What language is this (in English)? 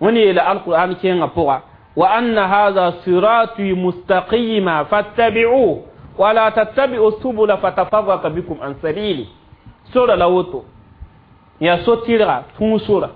Mossi